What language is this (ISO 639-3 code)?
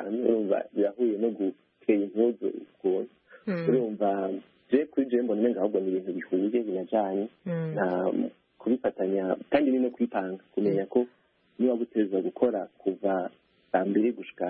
kin